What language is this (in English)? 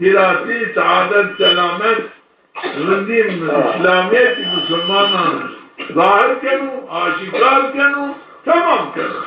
Zaza